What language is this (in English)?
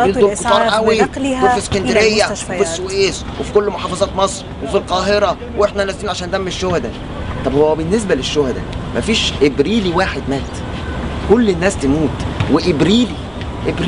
Egyptian Arabic